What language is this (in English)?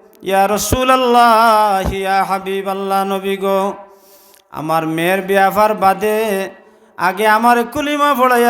Sylheti